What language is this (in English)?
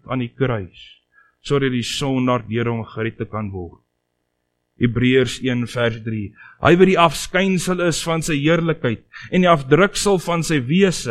Afrikaans